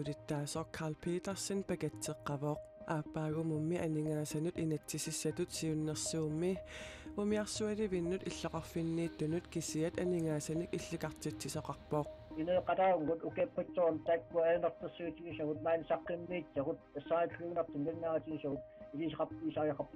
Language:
Kalaallisut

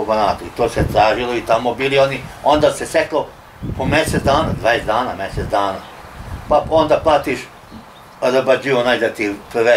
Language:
Serbian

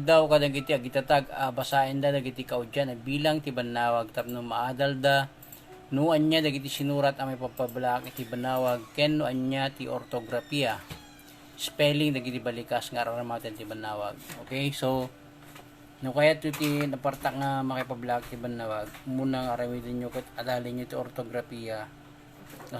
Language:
Iloko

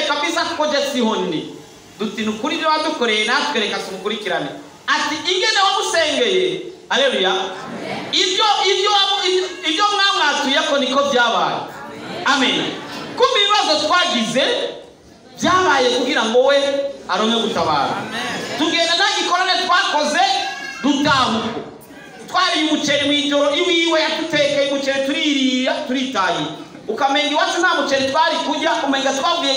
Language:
Rundi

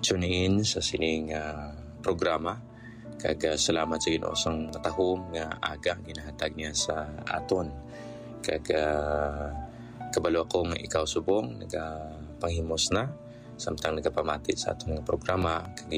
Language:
Hiligaynon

